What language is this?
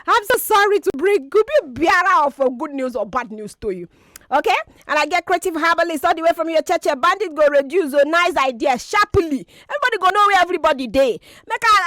Nigerian Pidgin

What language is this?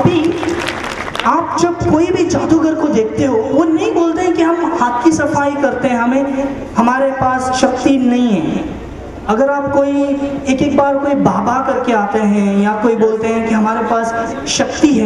Hindi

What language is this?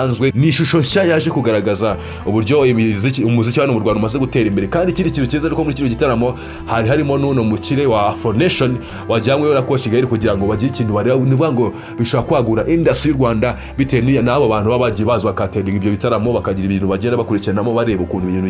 Kinyarwanda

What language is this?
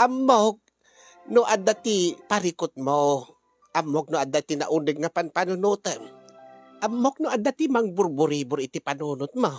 Iloko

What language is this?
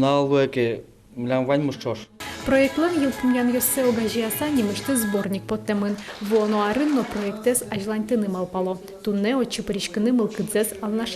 Udmurt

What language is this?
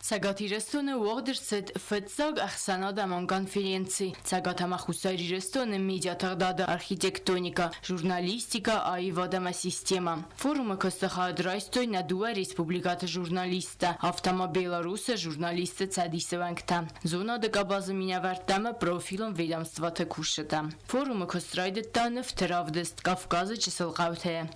Ossetic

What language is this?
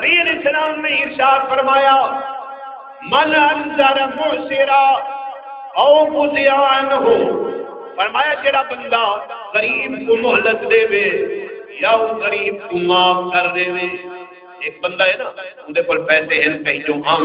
Saraiki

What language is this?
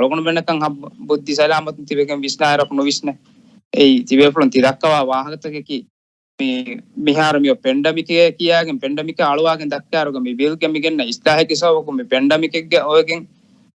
Divehi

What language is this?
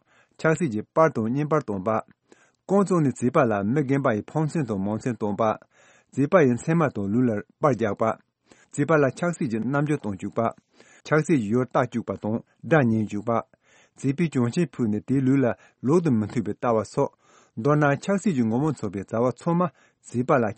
Tibetan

